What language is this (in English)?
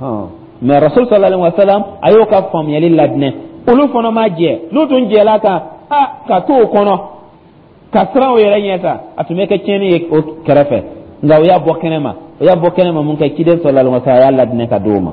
Dyula